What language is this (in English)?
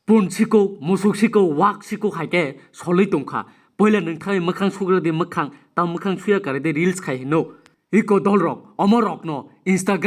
Kok Borok